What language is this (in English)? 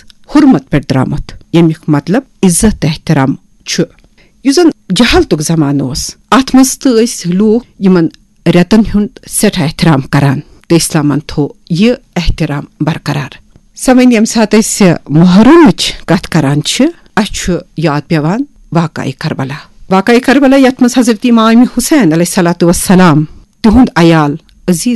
Kashmiri